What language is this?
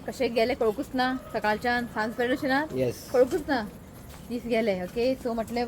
Konkani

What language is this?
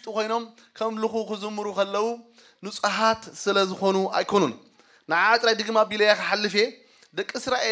Tigrinya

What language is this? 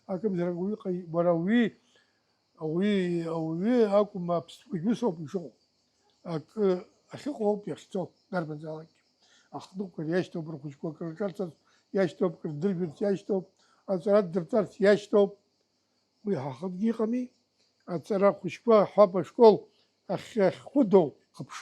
Abkhazian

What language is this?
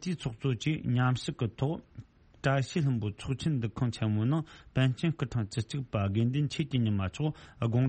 Tibetan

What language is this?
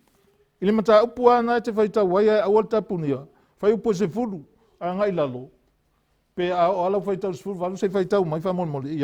Samoan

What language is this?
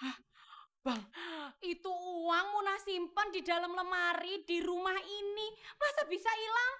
Betawi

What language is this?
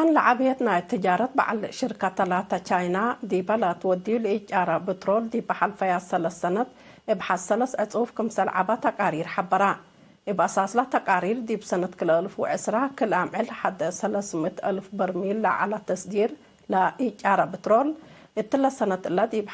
Tigre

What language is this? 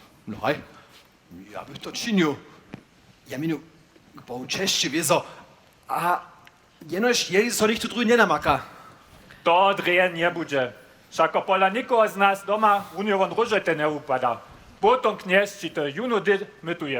Upper Sorbian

